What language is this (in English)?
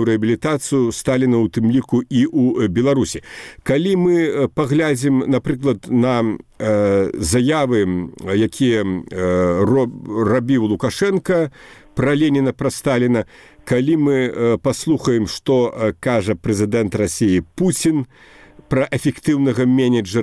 Belarusian